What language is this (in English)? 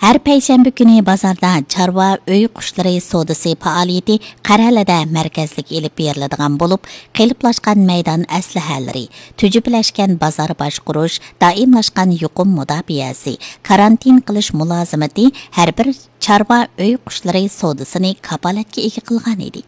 Uyghur